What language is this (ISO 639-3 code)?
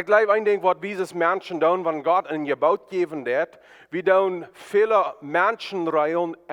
pdt